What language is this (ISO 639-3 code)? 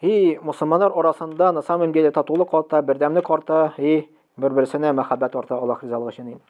tat